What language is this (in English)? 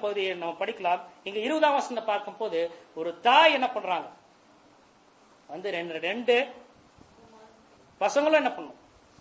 Tamil